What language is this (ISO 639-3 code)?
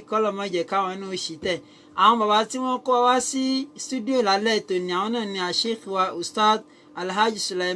yor